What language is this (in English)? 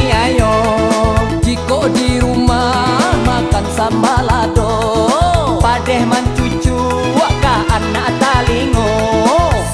Minangkabau